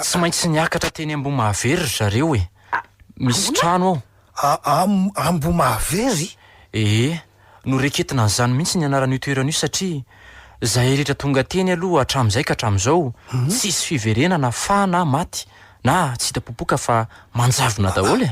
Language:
Malagasy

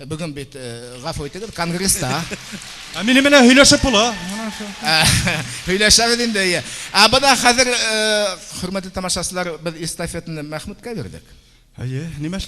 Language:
Bashkir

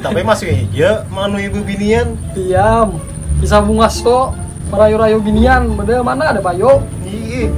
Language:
Banjar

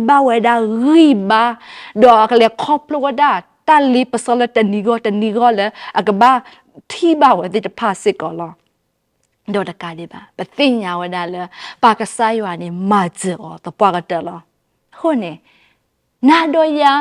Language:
S'gaw Karen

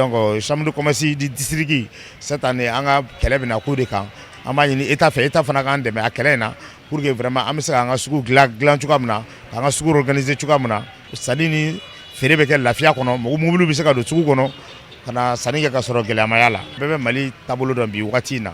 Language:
Bambara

